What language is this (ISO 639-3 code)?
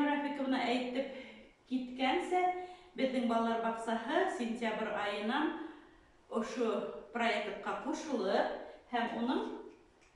bak